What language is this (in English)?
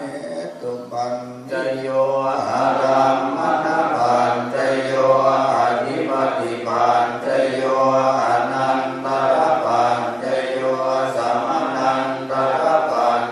Pali